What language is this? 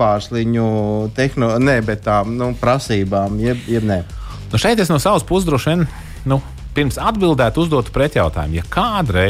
Latvian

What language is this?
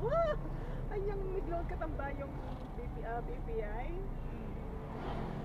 Pampanga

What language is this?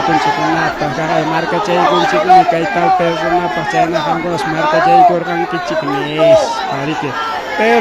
Ayacucho Quechua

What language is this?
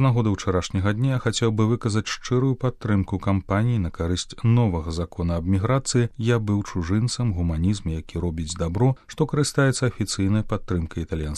Belarusian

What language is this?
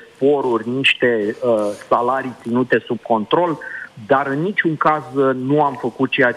Romanian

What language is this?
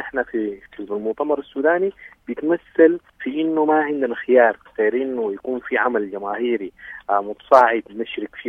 Sudanese Arabic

